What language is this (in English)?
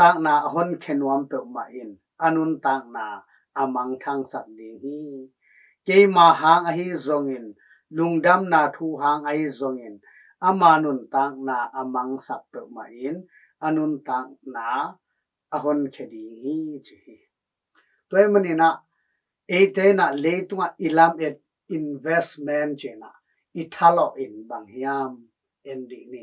Tedim Chin